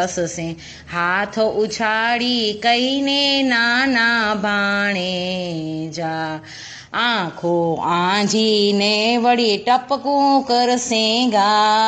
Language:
Gujarati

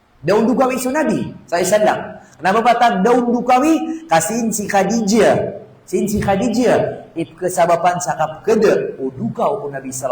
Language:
Maranao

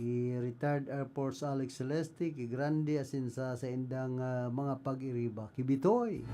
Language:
Bikol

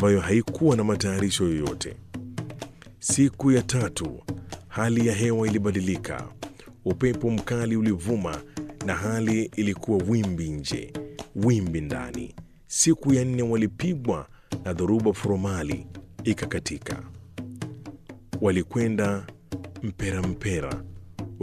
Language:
Swahili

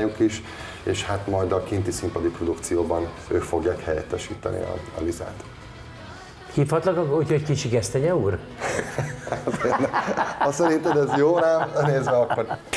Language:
Hungarian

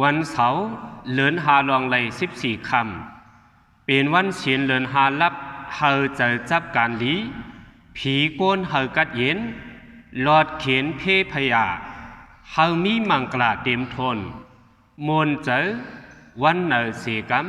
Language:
Shan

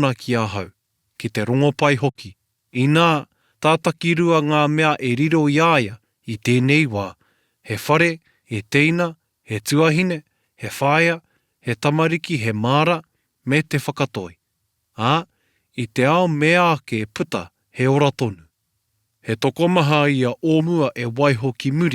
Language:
Māori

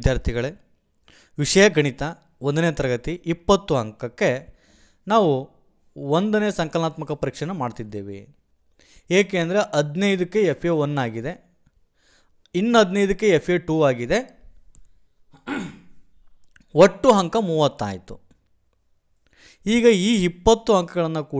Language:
Kannada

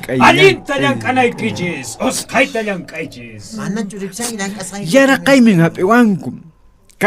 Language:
Puno Quechua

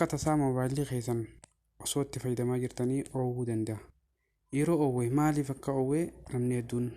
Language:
Oromo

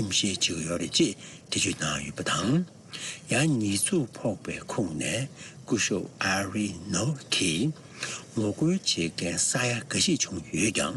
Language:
Tibetan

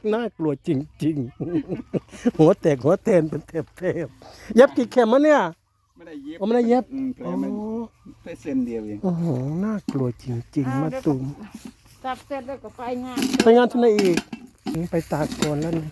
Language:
Lao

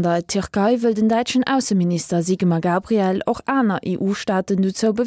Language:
Luxembourgish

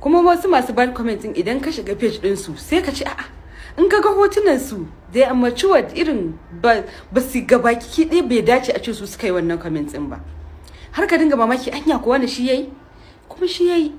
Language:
Hausa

